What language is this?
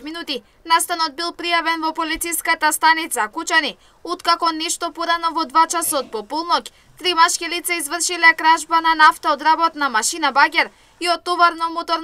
Macedonian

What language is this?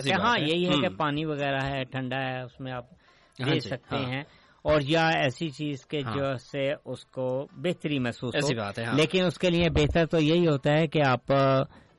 Urdu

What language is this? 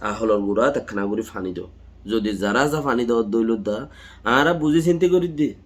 Rohingya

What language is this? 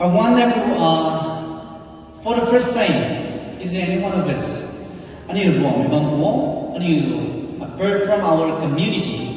Rongmei Naga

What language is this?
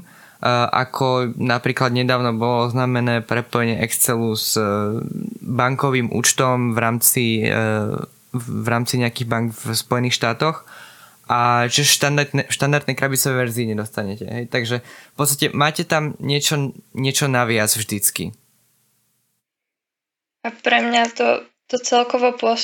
Slovak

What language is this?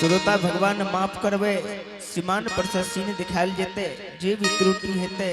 Angika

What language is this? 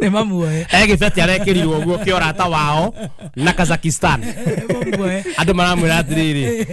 Kikuyu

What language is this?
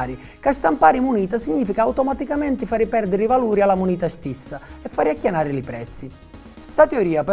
Sicilian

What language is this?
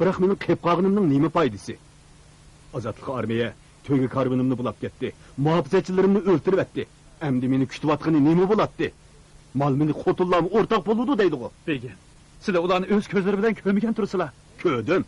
Uyghur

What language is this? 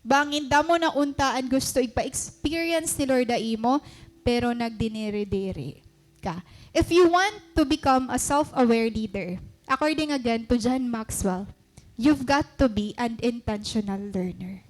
Waray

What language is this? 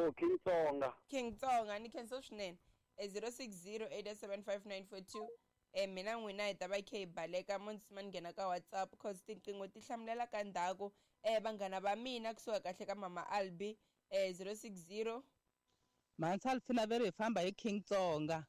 Tsonga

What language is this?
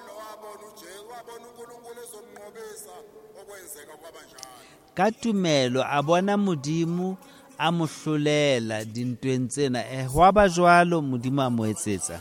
Southern Sotho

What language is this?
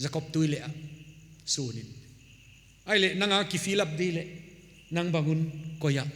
Paite Chin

